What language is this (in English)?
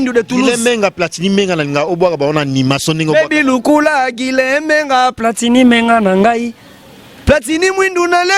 Lingala